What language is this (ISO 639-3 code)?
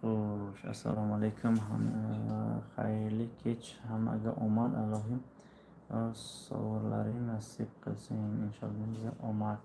tgk